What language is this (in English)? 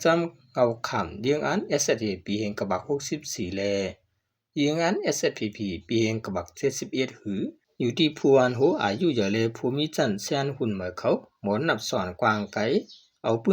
Shan